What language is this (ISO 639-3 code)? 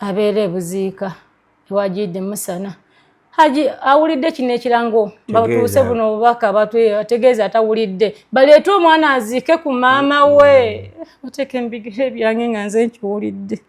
lug